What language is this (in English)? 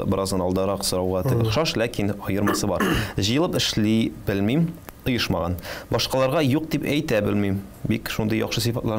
Tatar